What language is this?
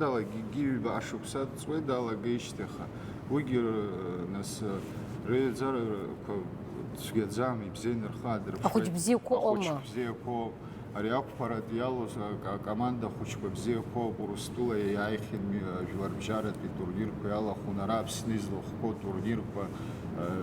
Abkhazian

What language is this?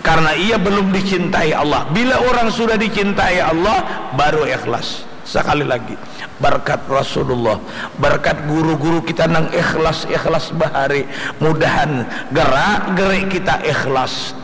Banjar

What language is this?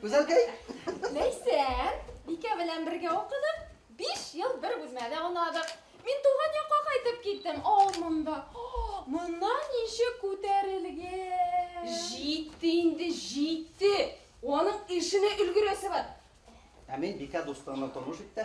Bashkir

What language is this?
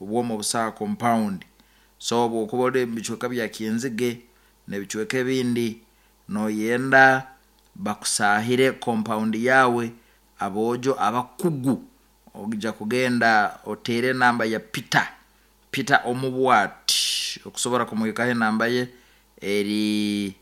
Nyoro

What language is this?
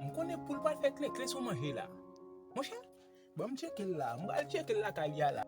Haitian Creole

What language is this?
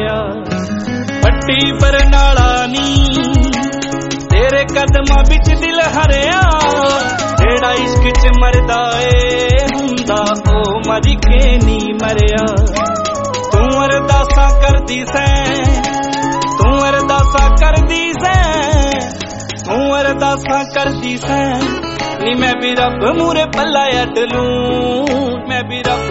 Punjabi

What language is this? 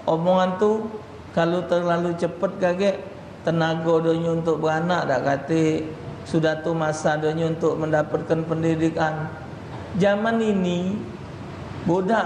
Musi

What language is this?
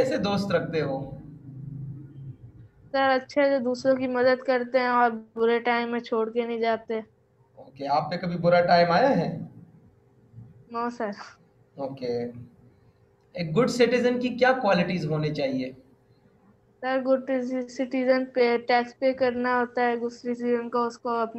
Hindi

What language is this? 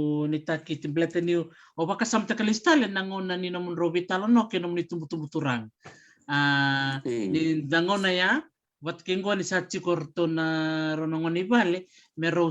Fijian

